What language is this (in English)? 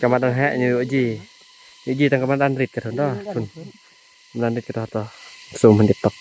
Khasi